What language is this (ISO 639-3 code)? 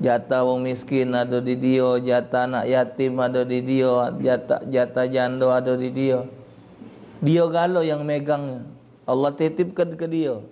mui